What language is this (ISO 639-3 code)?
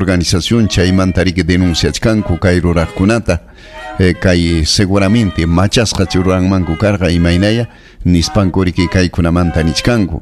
quy